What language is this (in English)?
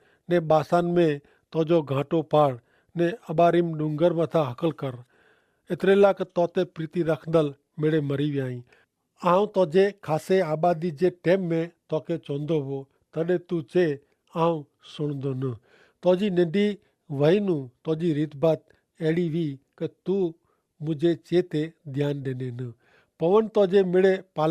Kachhi